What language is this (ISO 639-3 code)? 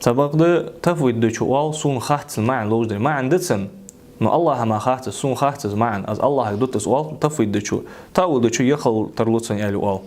inh